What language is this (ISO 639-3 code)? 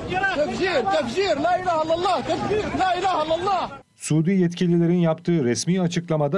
tur